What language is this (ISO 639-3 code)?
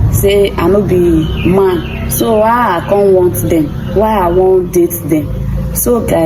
pcm